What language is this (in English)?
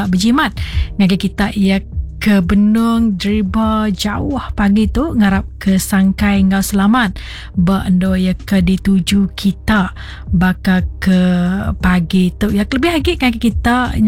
Iban